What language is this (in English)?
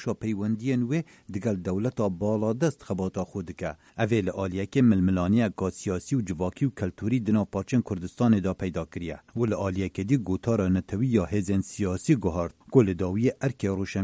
Kurdish